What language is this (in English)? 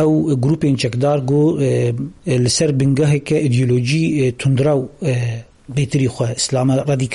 Kurdish